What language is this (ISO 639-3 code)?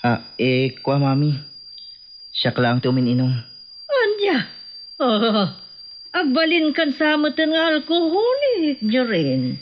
ilo